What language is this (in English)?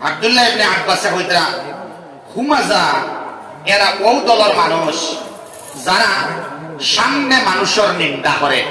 Sylheti